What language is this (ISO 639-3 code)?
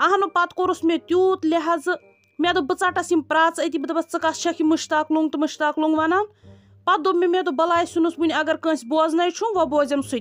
kas